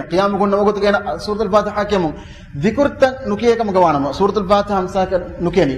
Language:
Divehi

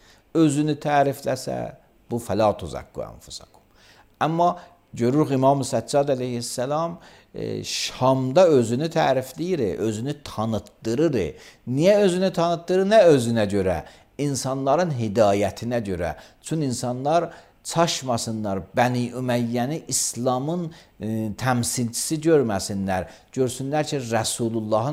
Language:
Azerbaijani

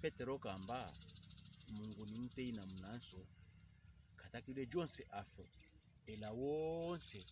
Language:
Pokomo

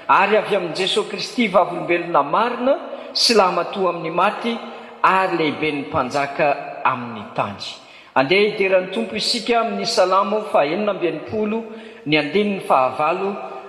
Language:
Malagasy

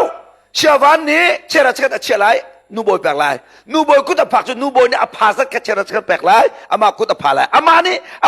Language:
Hakha Chin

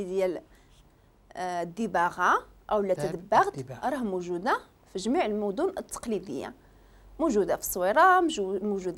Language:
Moroccan Arabic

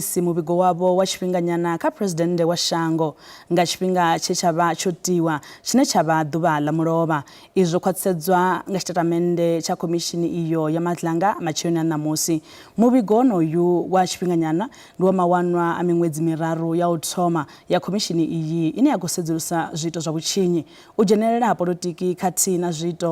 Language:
Venda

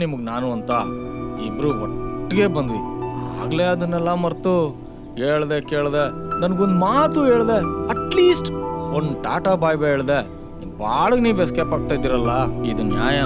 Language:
Kannada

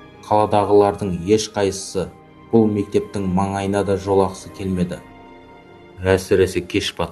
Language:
Kazakh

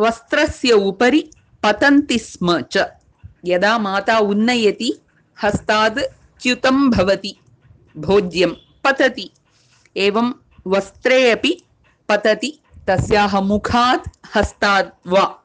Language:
Sanskrit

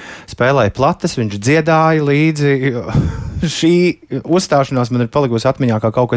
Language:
Latvian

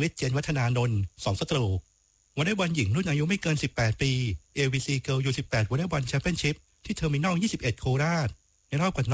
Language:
Thai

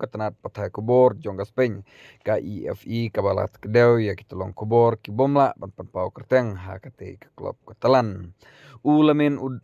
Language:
Khasi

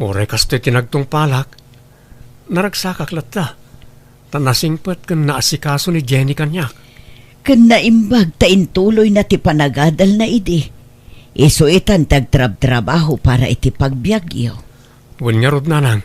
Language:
Iloko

